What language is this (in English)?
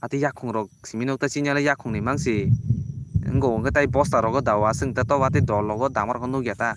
Kok Borok